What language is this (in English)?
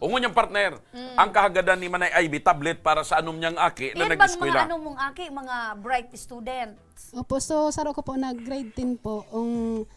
Bikol